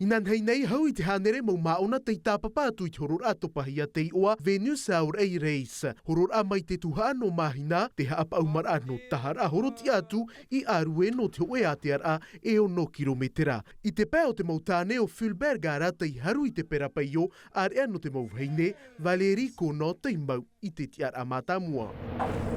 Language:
Tahitian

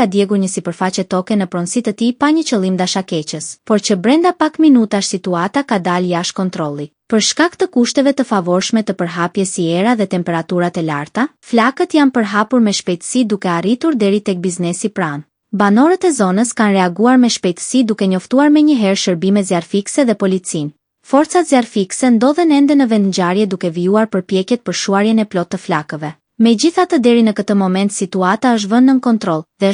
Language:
Albanian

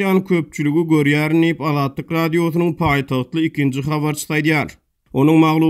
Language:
Turkmen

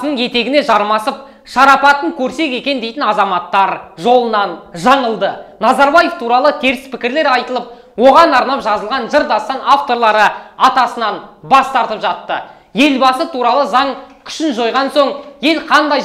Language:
Kazakh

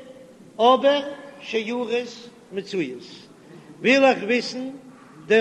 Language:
Yiddish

